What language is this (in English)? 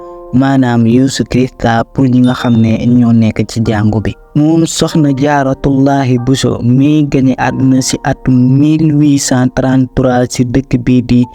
Wolof